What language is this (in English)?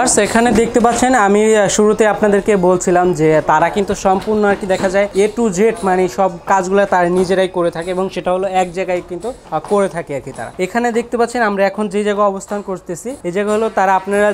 Bangla